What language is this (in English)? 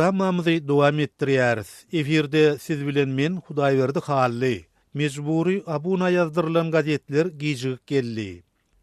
Turkmen